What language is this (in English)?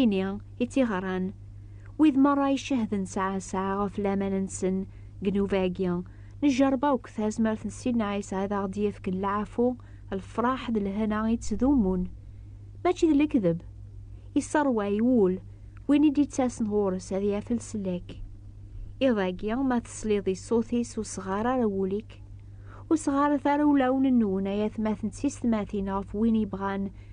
Kabyle